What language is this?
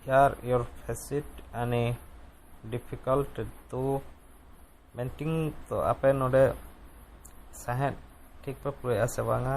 Santali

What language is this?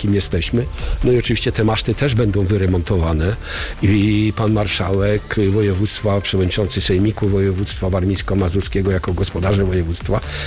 Polish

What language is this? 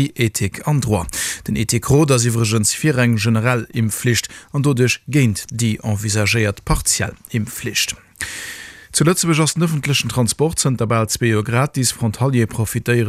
Luxembourgish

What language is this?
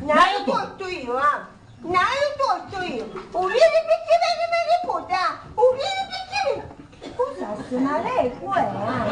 Sicilian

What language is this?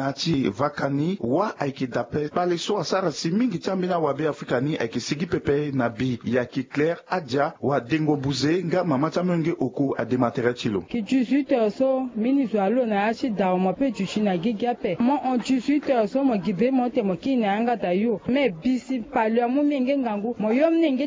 Sango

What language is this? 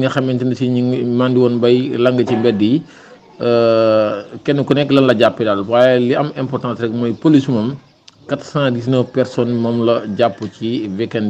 Wolof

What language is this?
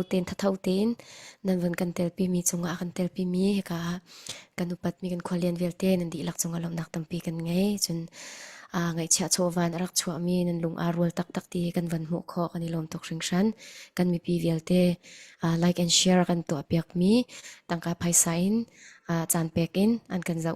Falam Chin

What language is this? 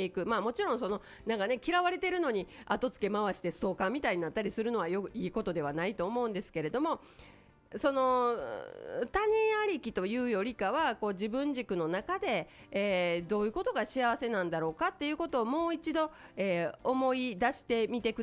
Japanese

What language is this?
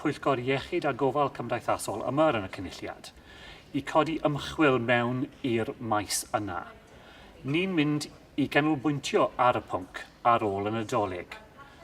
Welsh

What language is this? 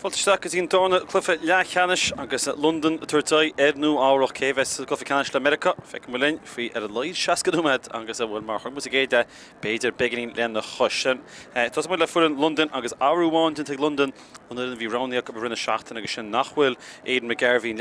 Irish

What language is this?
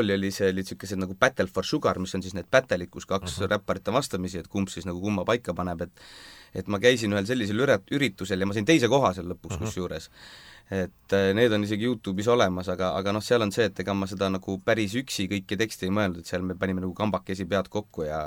Estonian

